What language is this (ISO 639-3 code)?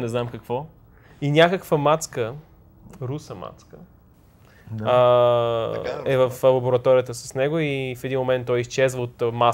bul